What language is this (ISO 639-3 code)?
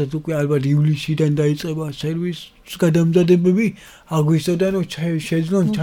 kat